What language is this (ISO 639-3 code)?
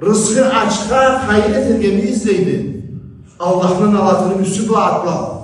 krc